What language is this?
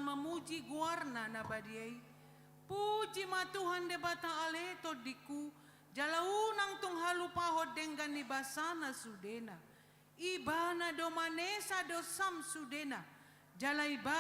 Batak Toba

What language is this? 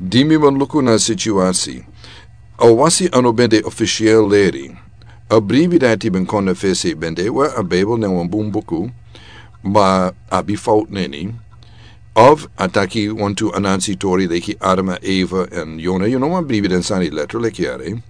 Sranan Tongo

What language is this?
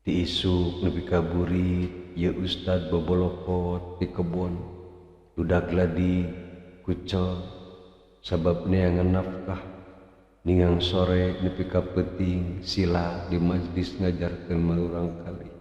Sundanese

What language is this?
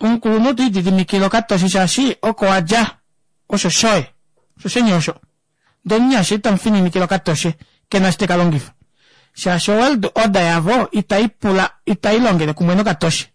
Kuanyama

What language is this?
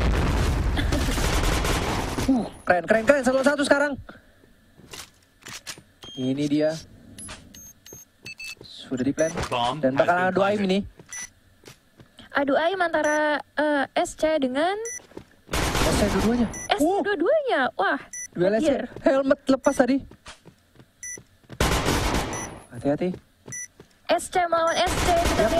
Indonesian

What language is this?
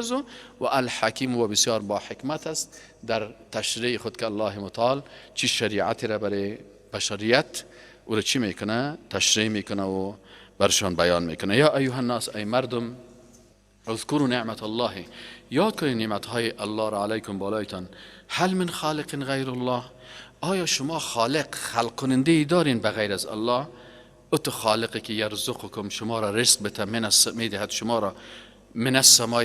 Persian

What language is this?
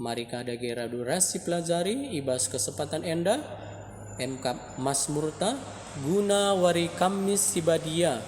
Batak Karo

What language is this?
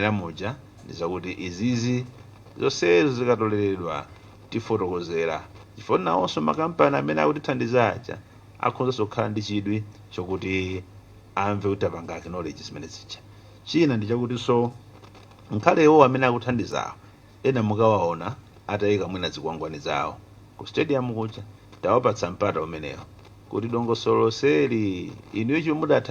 Nyanja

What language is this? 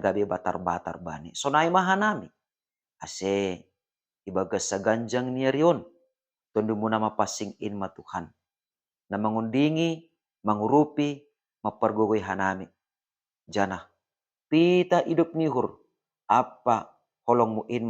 Batak Simalungun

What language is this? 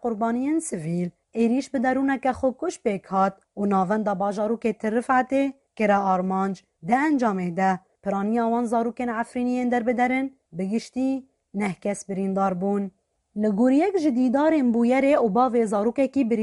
Kurdish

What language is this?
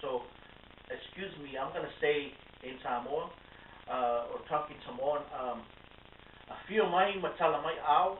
Samoan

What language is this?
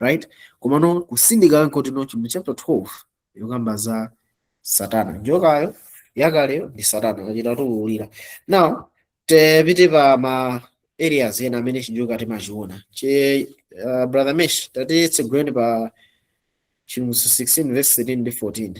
Nyanja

